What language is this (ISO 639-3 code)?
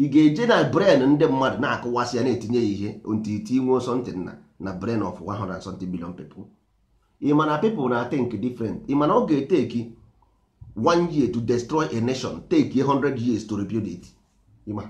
ibo